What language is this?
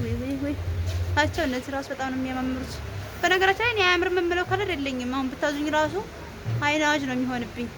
Amharic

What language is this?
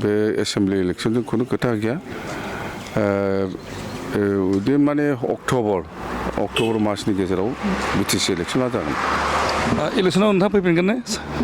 Bodo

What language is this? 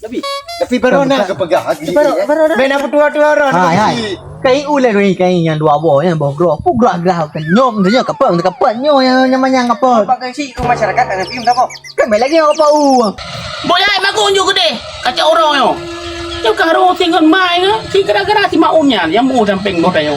Achinese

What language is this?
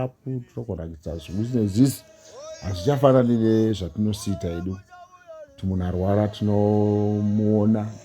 Shona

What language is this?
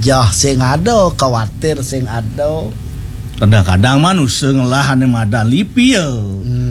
Balinese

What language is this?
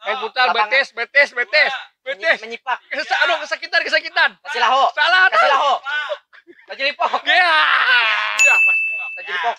Banjar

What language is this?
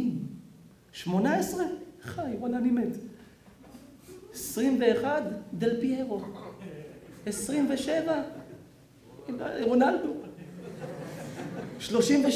Hebrew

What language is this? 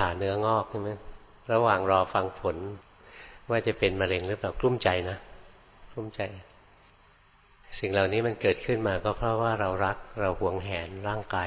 Thai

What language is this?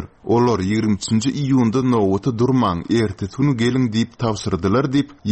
Turkmen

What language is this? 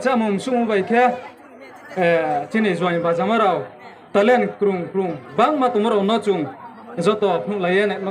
Riang (India)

